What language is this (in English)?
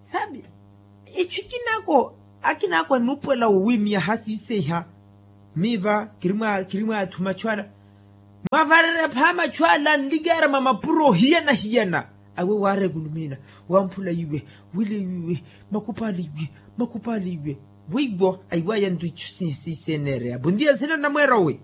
Makhuwa